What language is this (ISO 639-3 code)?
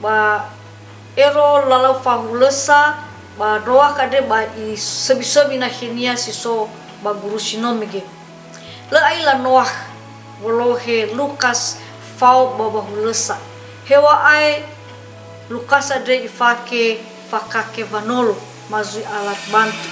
nia